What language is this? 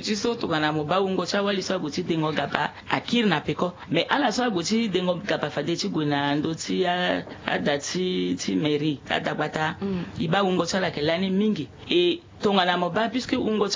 Sango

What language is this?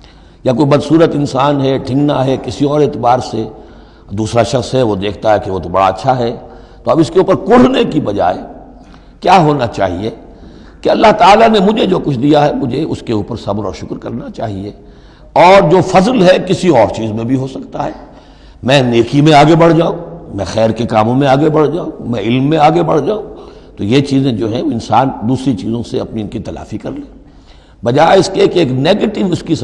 Urdu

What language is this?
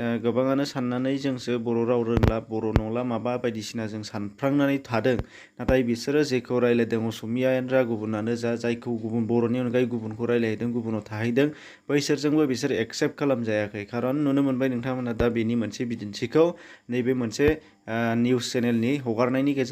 Bodo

